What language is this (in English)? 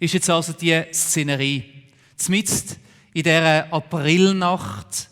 Swiss German